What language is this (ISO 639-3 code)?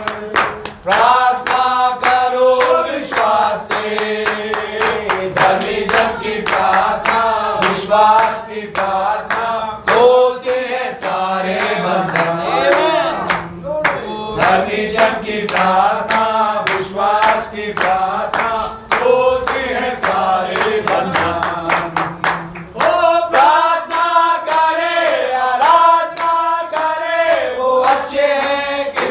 hin